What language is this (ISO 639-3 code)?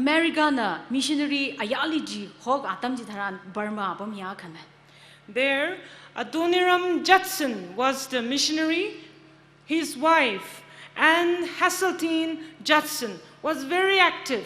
nmf